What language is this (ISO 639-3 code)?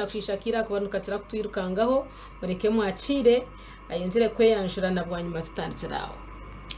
nyn